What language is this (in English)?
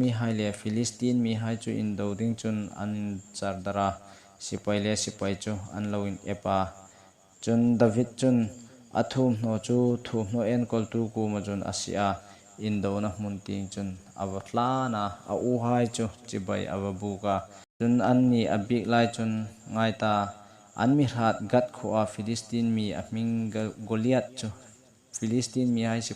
Hmar